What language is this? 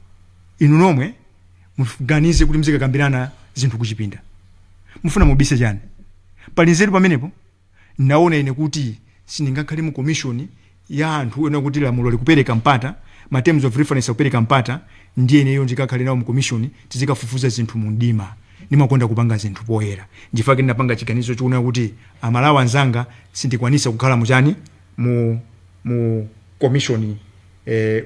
Nyanja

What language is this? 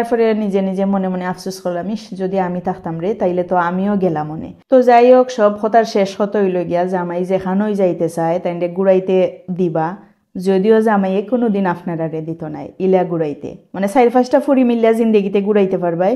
Sylheti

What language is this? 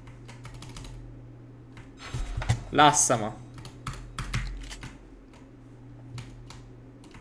Romanian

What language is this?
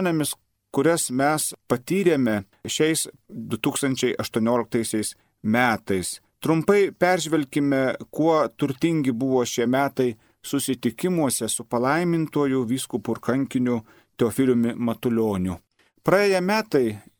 Lithuanian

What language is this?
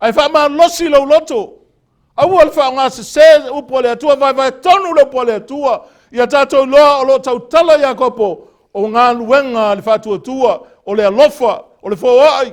Samoan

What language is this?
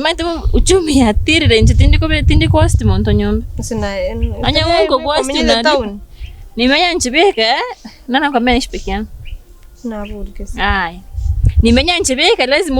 Gusii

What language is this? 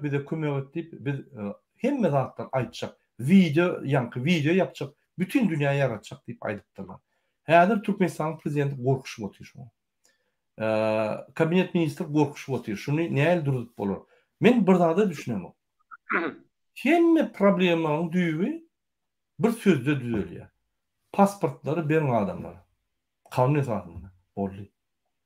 Turkmen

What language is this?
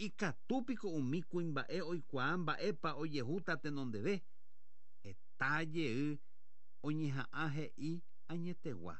Guarani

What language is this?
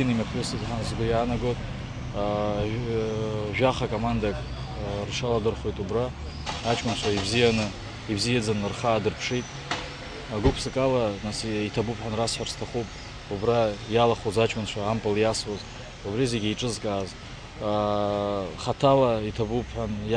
Abkhazian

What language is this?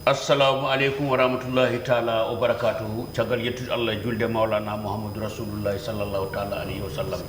Fula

